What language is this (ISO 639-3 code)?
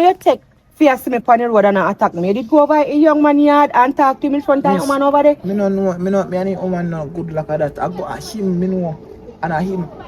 jam